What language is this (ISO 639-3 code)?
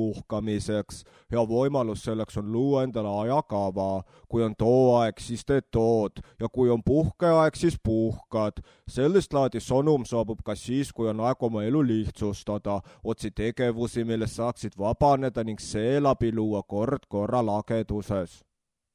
est